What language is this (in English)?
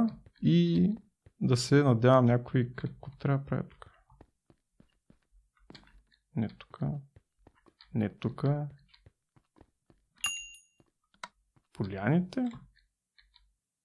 Bulgarian